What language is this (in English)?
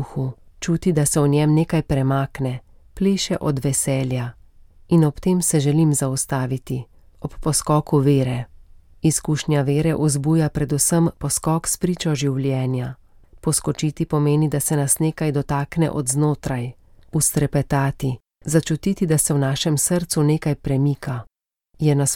Slovenian